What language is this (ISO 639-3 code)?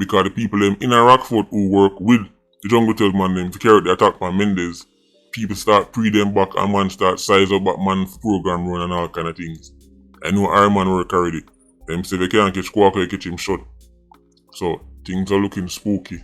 jam